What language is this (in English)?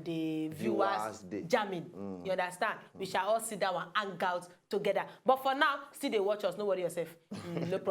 Nigerian Pidgin